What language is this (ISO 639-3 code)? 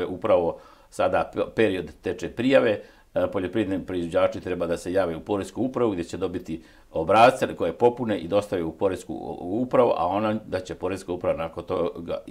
hrv